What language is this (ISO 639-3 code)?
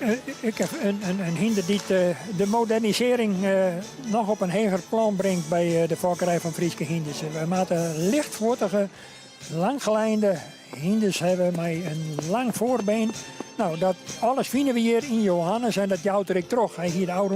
fry